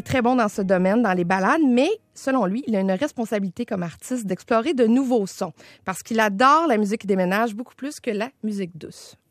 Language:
French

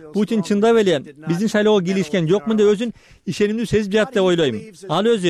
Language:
Kyrgyz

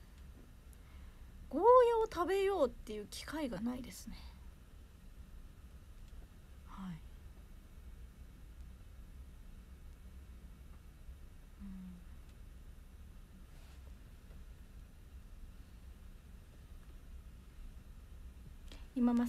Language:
Japanese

